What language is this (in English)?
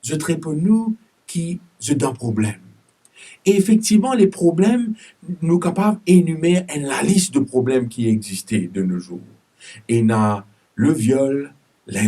Morisyen